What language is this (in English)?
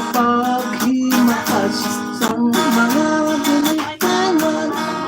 Hiligaynon